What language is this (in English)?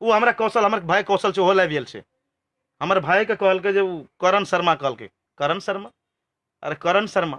Maithili